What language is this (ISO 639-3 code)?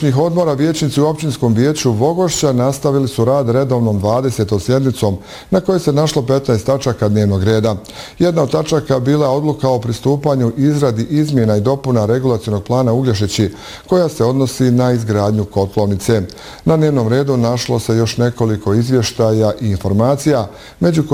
bos